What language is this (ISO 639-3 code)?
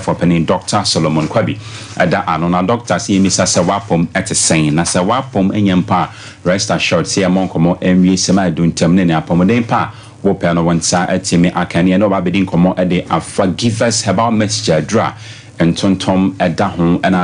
aka